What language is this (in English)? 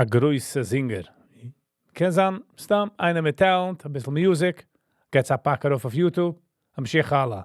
Yiddish